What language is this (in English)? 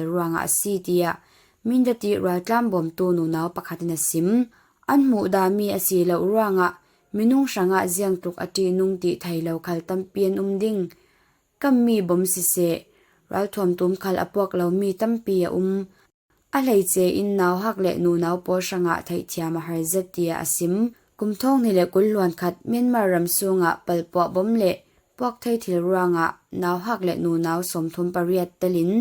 Falam Chin